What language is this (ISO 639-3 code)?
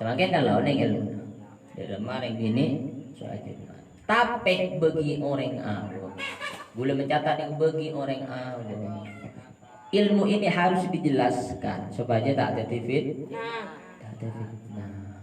mad